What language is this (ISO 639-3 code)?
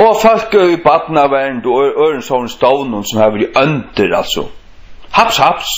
fao